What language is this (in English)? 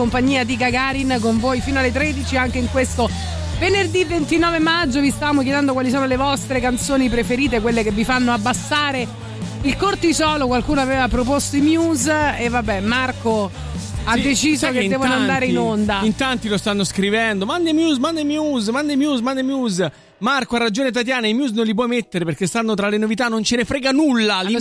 Italian